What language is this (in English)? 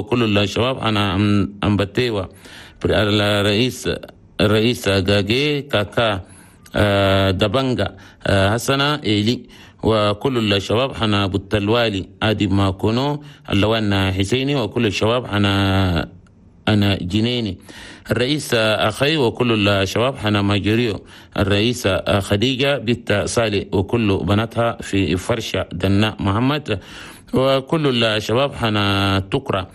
Chadian Arabic